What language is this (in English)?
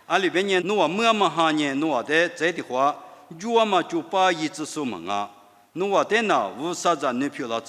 Lisu